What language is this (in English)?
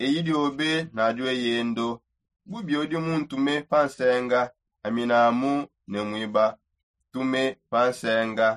Songe